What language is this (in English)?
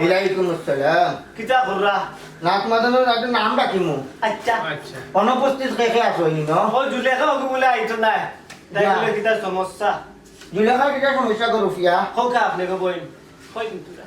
Sylheti